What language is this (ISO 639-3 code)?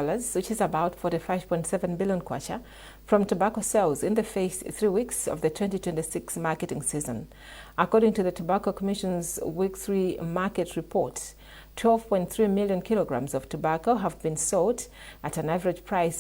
eng